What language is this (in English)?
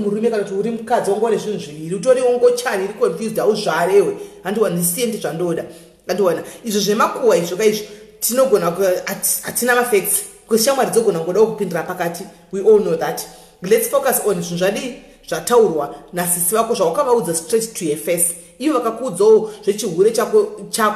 Shona